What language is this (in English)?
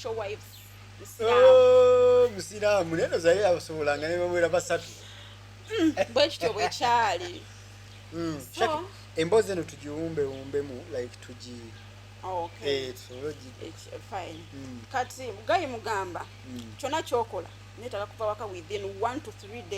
Ganda